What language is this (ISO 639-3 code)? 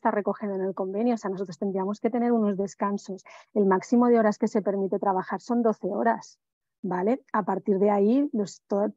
spa